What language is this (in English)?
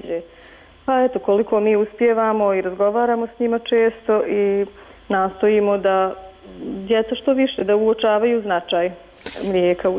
Bosnian